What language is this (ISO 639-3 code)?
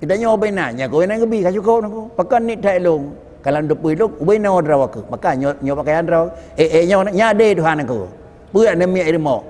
ace